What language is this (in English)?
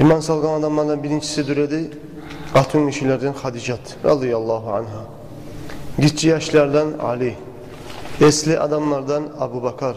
Kumyk